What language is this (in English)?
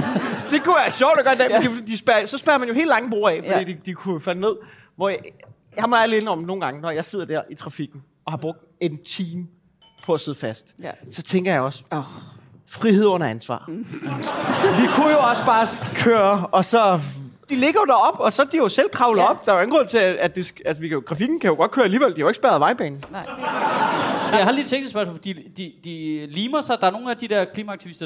Danish